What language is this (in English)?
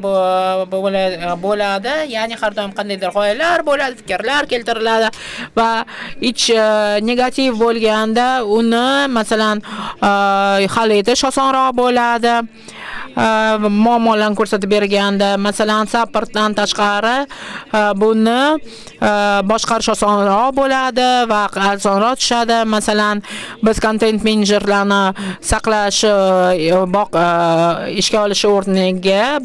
Uzbek